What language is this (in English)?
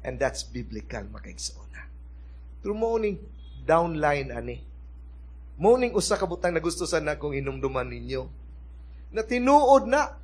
Cebuano